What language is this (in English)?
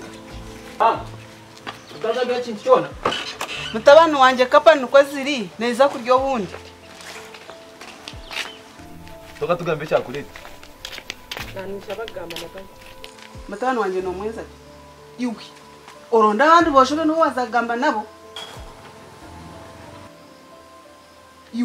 Kinyarwanda